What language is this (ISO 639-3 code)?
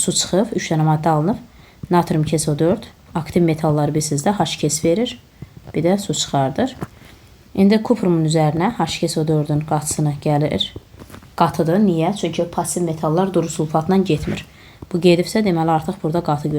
aze